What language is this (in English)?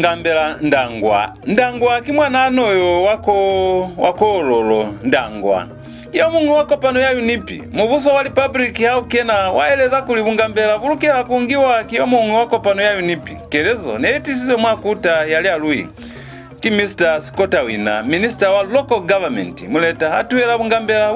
Lozi